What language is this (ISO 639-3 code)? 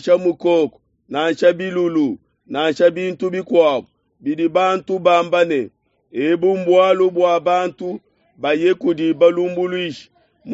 lua